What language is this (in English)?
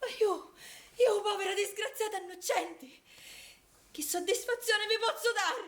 Sicilian